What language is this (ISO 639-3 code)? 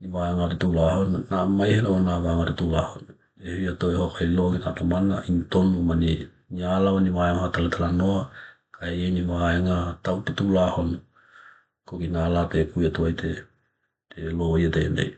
tkl